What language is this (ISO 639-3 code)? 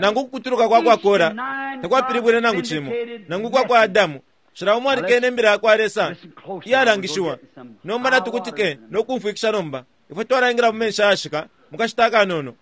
bem